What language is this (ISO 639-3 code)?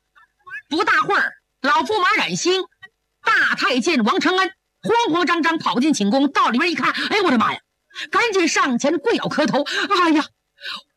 zho